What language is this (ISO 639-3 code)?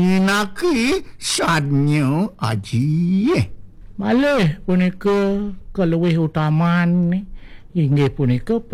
ban